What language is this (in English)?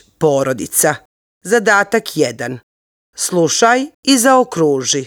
Serbian